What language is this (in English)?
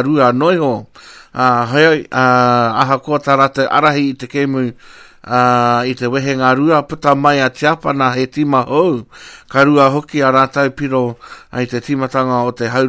Māori